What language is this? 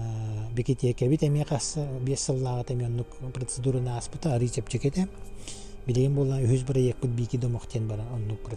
Yakut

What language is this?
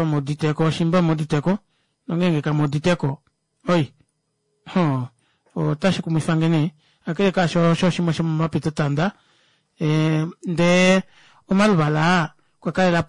Kuanyama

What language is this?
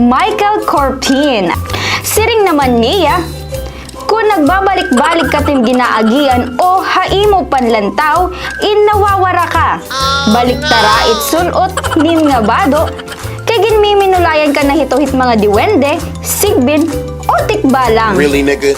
Waray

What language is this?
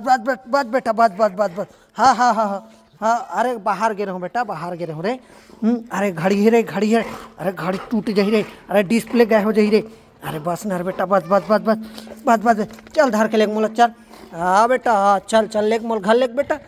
Chhattisgarhi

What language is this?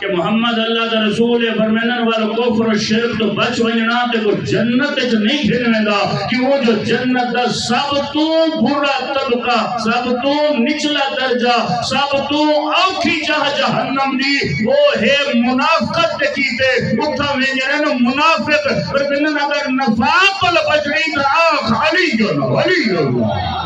Saraiki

